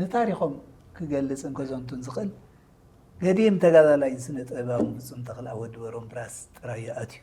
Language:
Tigrinya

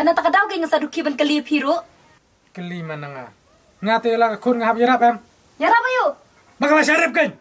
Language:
Khasi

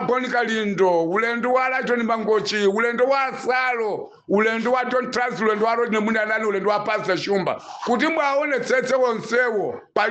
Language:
Nyanja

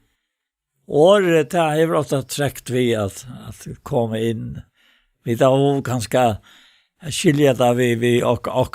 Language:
Faroese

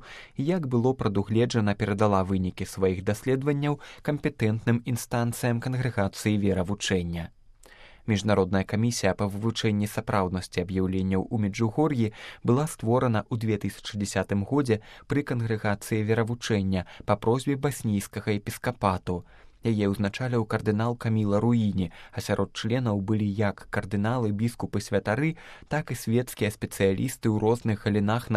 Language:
Belarusian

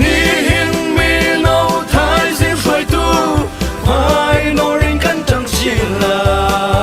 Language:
Hakha Chin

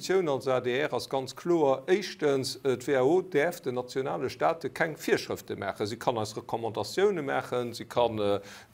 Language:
Luxembourgish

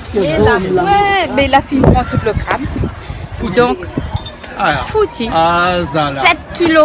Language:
Réunion Creole French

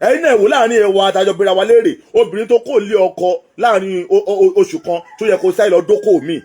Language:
Yoruba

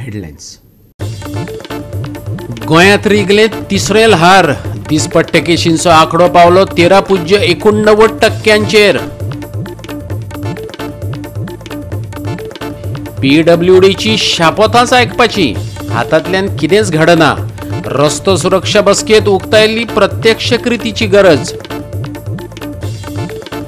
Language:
Konkani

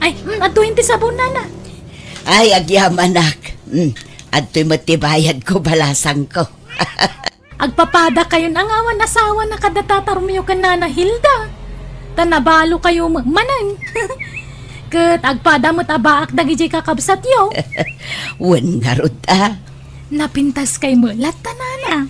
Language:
Iloko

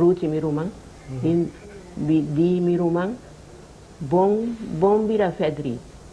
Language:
Papiamento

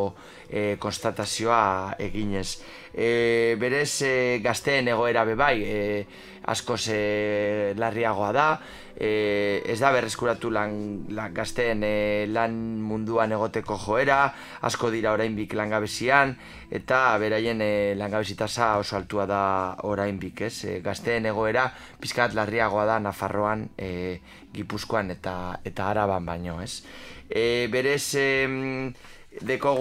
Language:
Basque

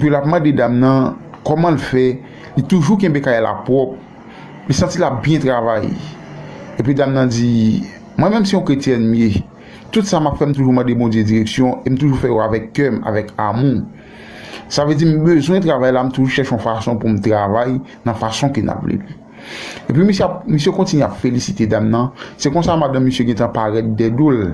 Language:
Haitian Creole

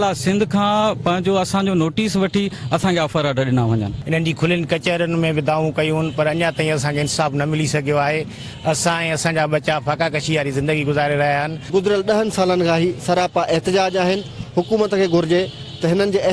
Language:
Sindhi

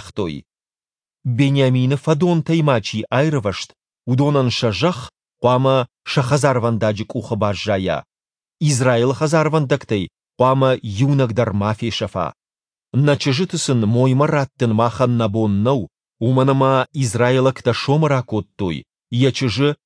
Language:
Ossetic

